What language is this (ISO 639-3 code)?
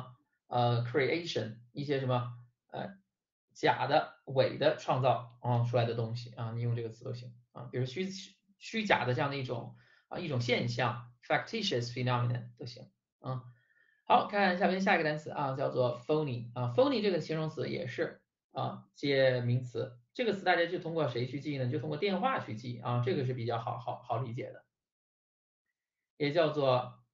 zho